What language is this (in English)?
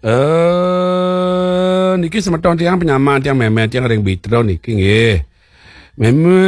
Balinese